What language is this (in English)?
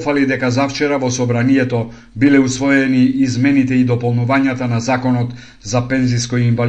Macedonian